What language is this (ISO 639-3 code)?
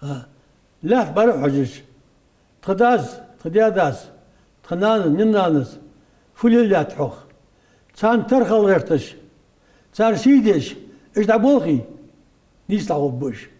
inh